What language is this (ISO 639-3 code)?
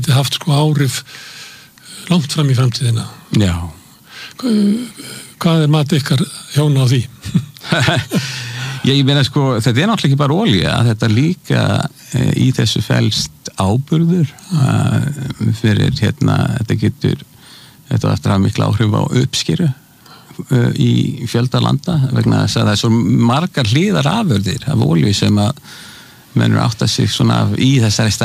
isl